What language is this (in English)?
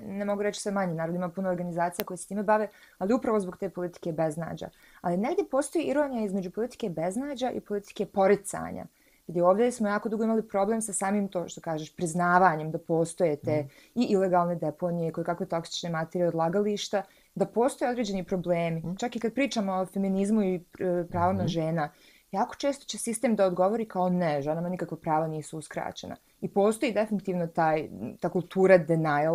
Bosnian